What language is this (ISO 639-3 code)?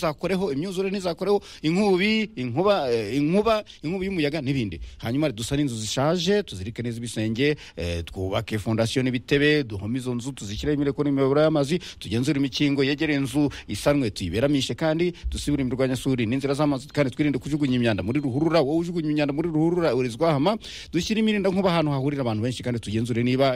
kin